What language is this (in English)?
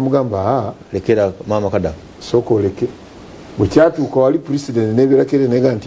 Ganda